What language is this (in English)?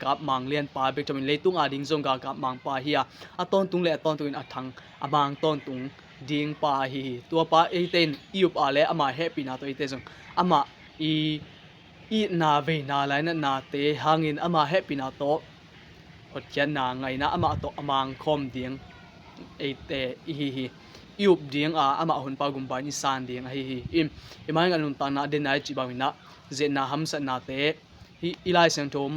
Tedim Chin